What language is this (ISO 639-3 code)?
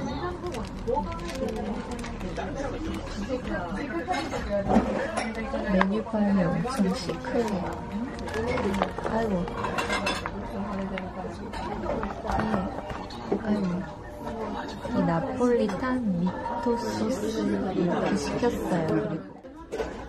kor